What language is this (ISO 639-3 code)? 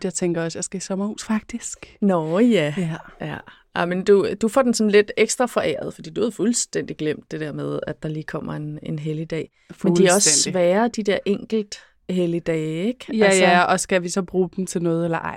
dan